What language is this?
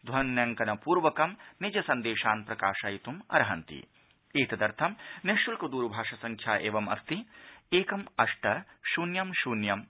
Sanskrit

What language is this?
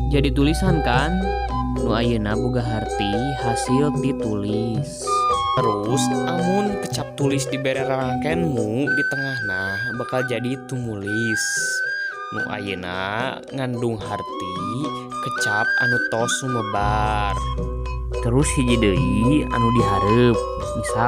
Sundanese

